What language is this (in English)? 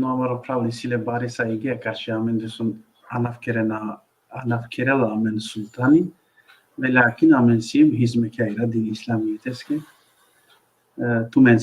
Balkan Romani